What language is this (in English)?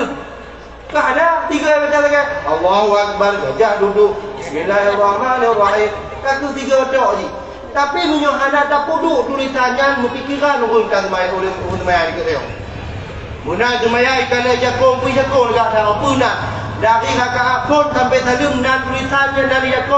Achinese